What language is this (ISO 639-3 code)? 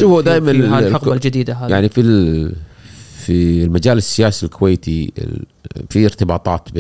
afb